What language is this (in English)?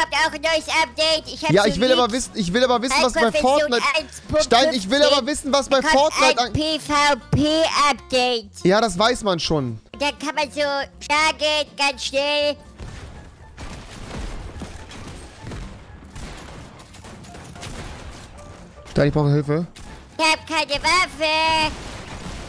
German